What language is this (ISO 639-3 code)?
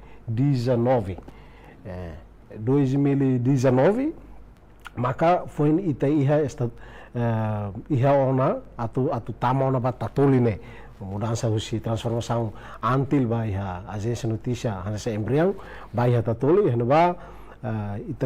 tet